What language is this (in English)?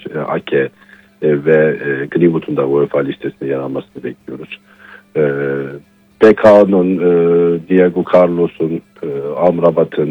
Turkish